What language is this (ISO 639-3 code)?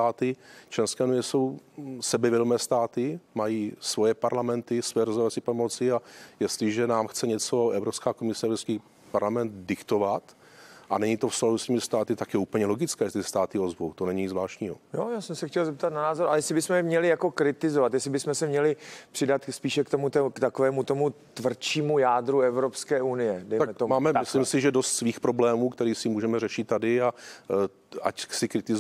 ces